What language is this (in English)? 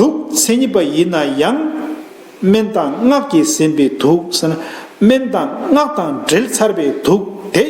Tibetan